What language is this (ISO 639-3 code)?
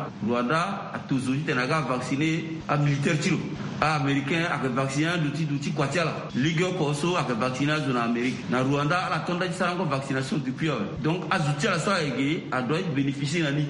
sag